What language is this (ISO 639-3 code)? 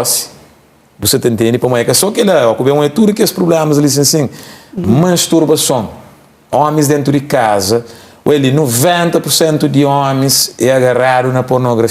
kea